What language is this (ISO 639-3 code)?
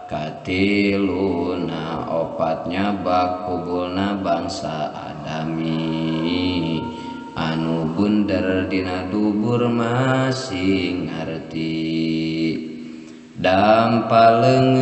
sun